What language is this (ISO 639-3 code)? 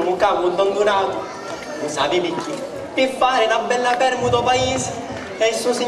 scn